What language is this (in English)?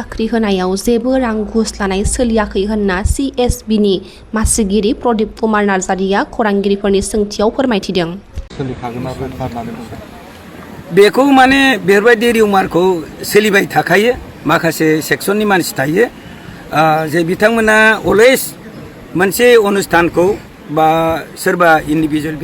Bodo